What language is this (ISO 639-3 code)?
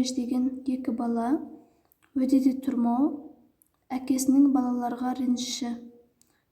kaz